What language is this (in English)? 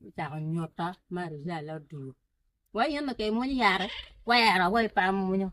Acoli